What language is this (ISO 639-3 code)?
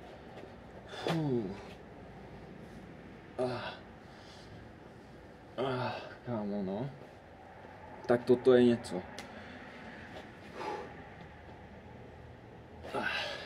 ces